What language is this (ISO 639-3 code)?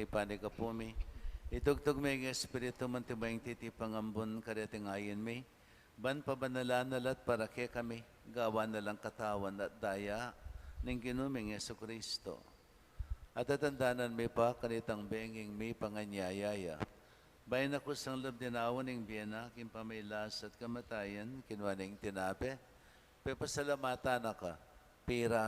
pam